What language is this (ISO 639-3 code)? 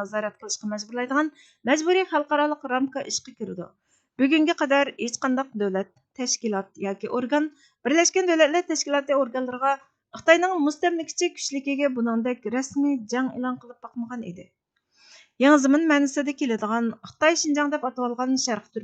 uig